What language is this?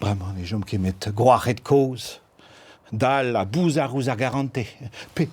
Breton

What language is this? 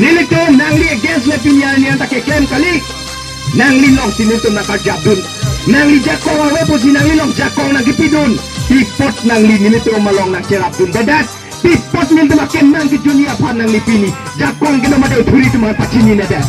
Karbi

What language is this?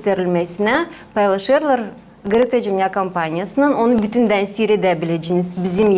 Gagauz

